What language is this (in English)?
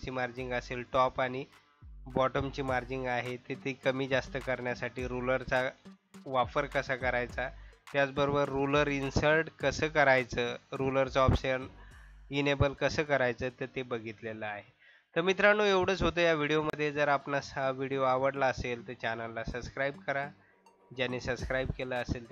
Marathi